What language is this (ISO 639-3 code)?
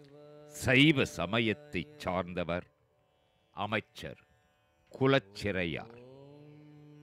tam